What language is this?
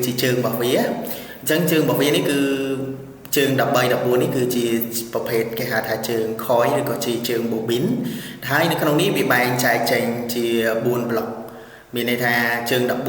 Khmer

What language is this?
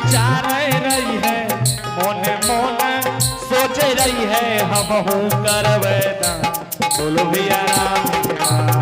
Angika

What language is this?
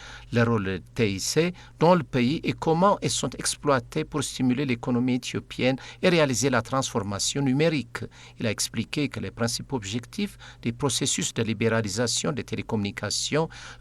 French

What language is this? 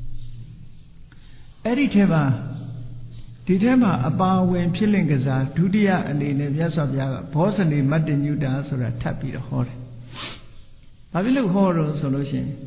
Burmese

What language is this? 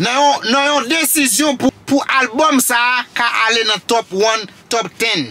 Haitian Creole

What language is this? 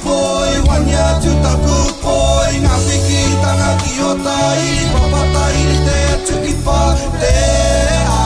Māori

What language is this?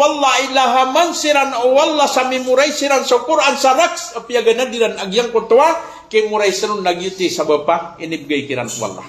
Maranao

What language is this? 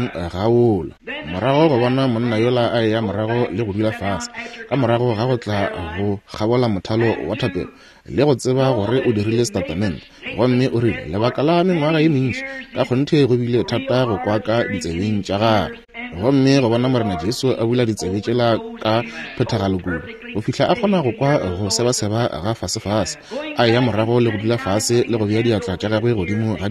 Northern Sotho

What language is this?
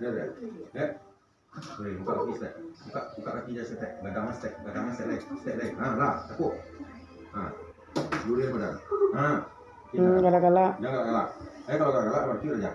Minangkabau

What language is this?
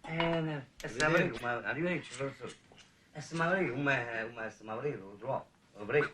Neapolitan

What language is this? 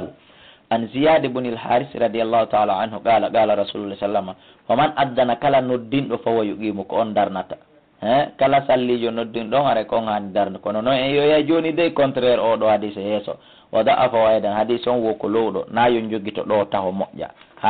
Fula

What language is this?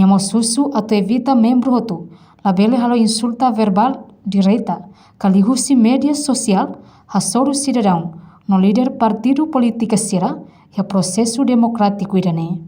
Tetum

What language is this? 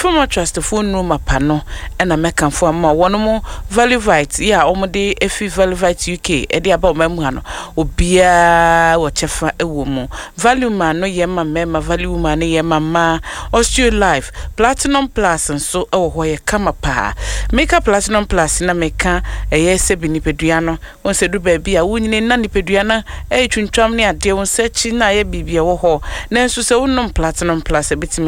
Akan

